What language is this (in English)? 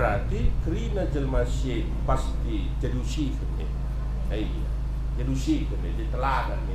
Batak Karo